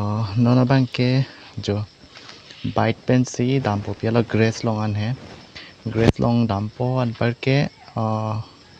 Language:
Karbi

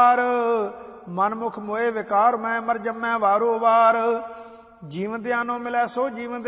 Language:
Punjabi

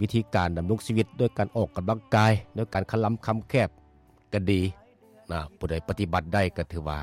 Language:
Lao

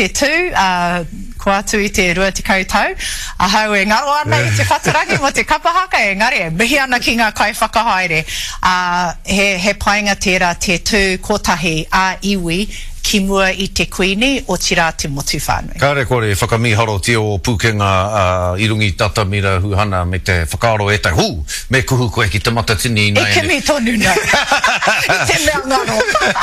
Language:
Māori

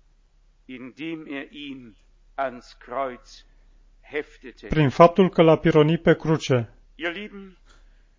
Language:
Romanian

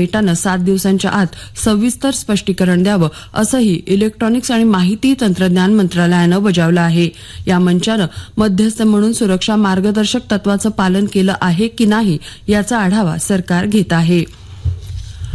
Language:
Marathi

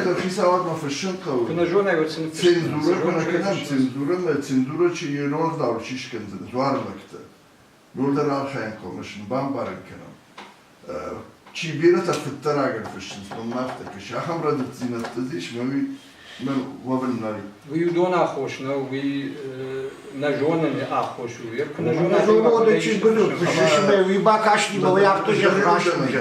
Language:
Ossetic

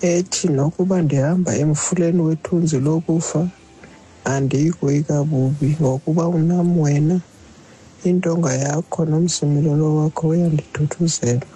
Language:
Xhosa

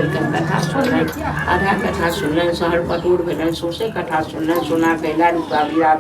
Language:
Maithili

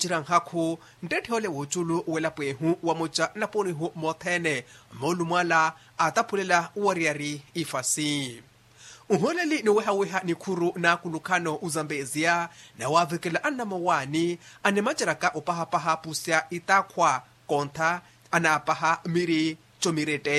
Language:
Makhuwa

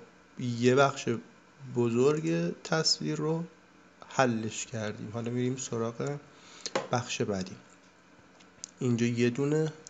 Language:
Persian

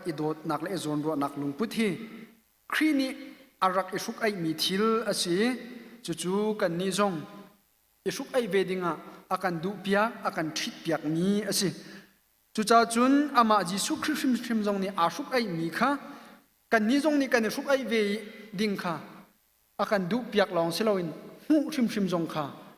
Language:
Hakha Chin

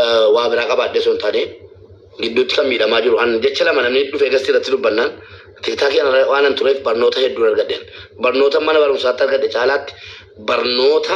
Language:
Oromo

